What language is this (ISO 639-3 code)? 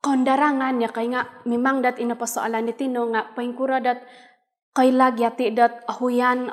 dtp